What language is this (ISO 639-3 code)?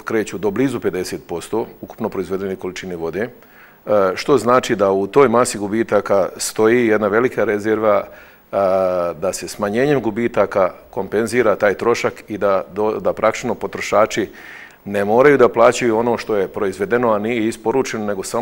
bos